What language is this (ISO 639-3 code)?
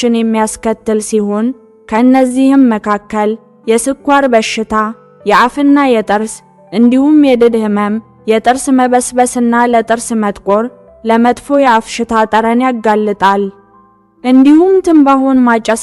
amh